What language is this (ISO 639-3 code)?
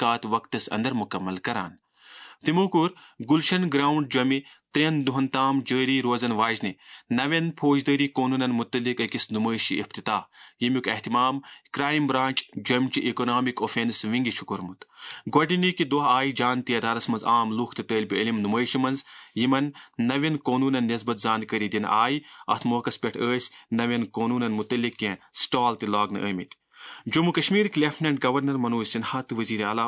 kas